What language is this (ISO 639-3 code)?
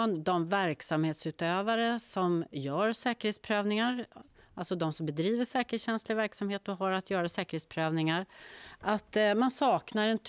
swe